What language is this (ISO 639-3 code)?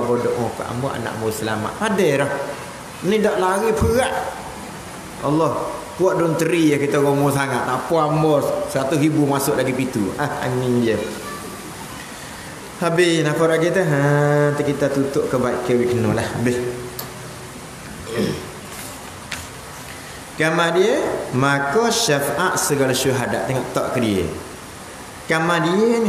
msa